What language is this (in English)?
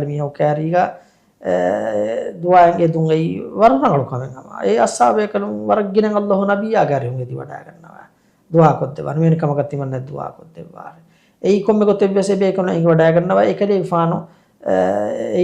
Divehi